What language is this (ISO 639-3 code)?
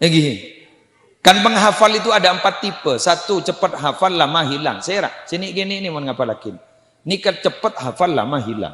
mad